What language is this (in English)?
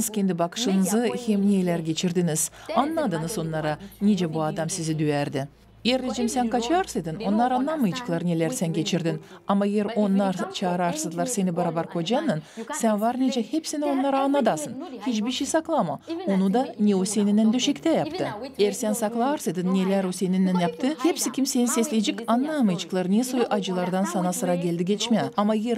Gagauz